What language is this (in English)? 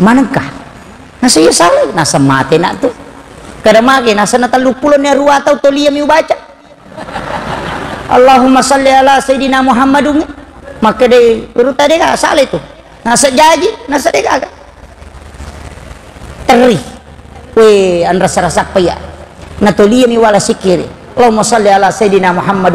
Buginese